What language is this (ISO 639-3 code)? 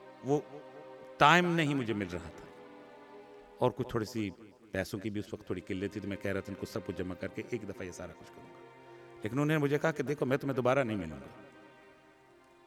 urd